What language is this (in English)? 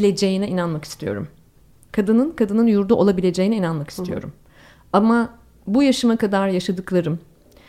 Turkish